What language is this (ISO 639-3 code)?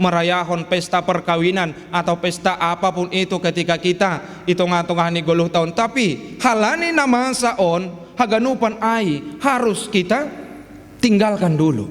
bts